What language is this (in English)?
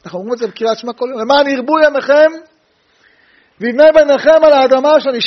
Hebrew